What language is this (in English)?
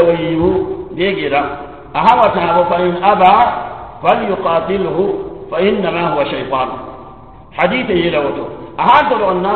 Mossi